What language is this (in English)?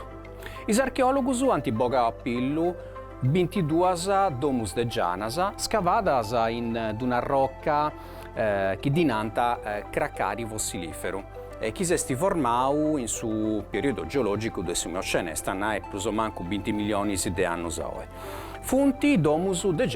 Sardinian